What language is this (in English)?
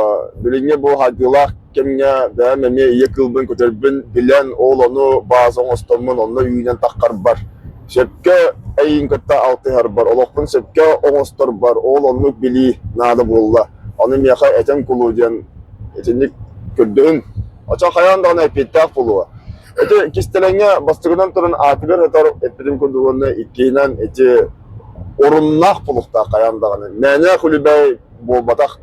Yakut